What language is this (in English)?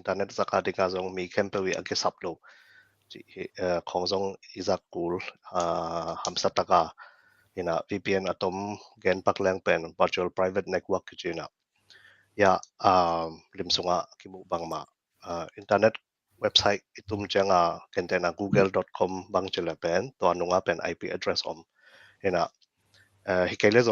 Tedim Chin